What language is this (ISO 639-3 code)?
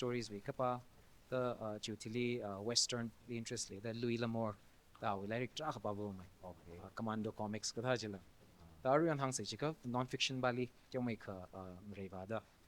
nmf